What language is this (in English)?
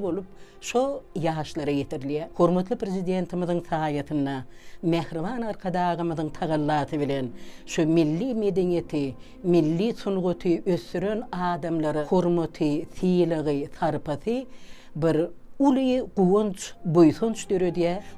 Turkmen